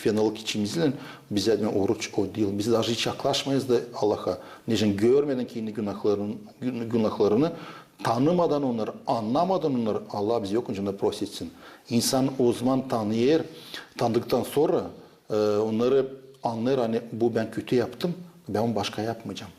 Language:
Gagauz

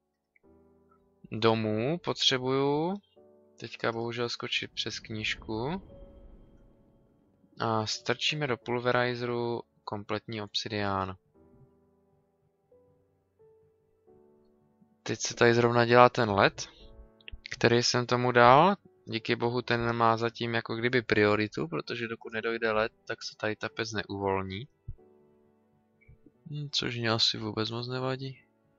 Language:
Czech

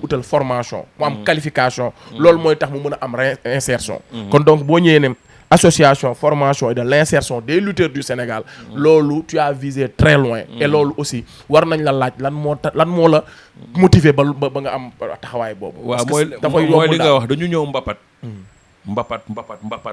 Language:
Wolof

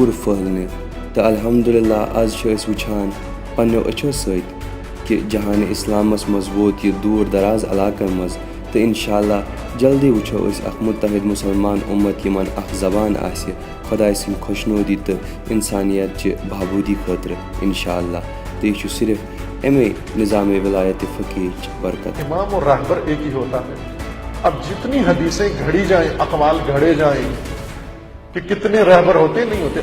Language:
Kashmiri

